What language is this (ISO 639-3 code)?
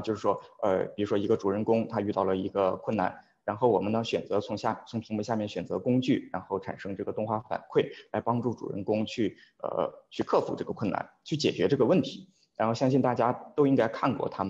zho